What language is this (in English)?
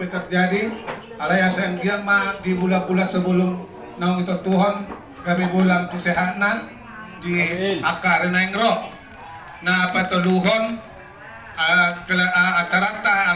Batak Toba